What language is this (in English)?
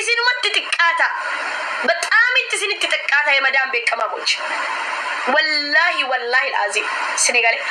Oromo